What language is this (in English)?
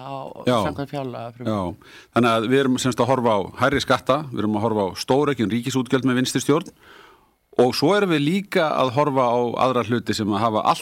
Icelandic